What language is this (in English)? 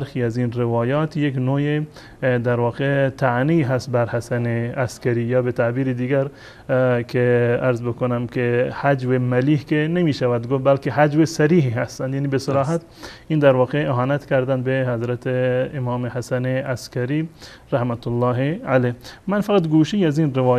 Persian